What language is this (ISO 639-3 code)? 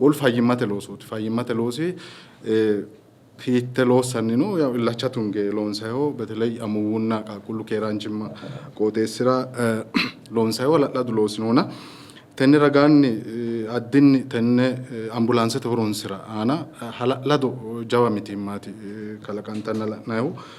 sid